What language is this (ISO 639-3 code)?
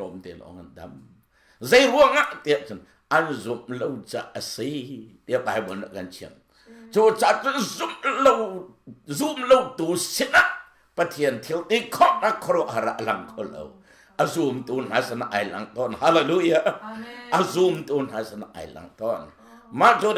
cnh